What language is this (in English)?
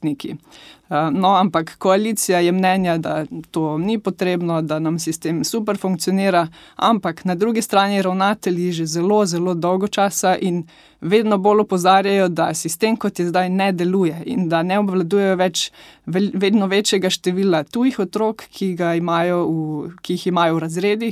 Slovenian